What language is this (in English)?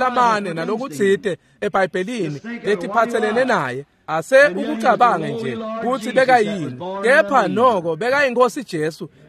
Swati